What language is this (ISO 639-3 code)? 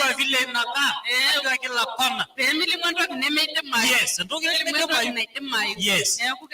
mas